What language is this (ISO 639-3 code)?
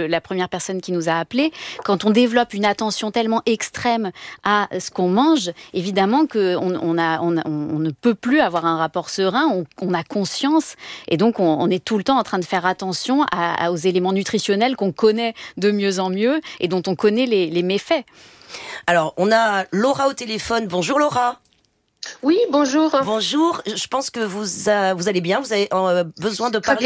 fra